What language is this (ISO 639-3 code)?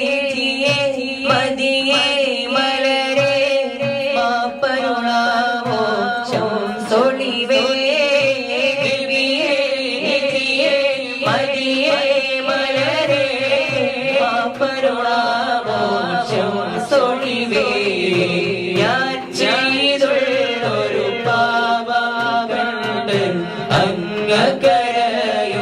mal